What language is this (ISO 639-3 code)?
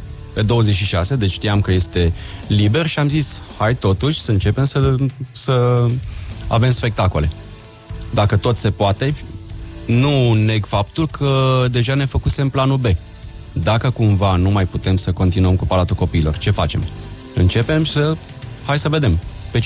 ron